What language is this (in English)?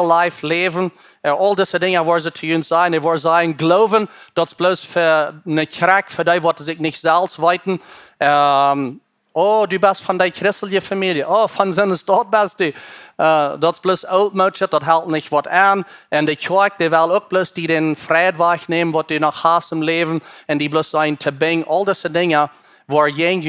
Plautdietsch